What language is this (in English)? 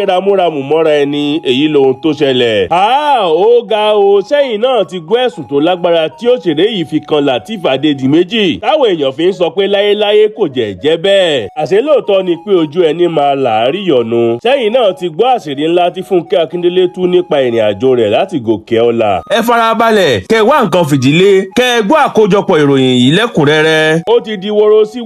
Yoruba